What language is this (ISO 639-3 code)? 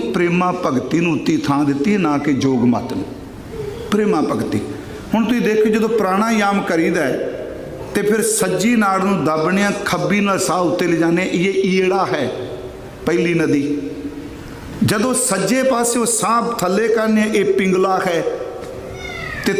pan